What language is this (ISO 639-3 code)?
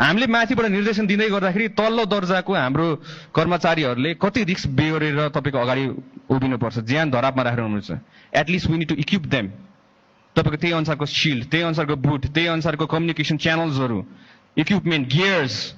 nep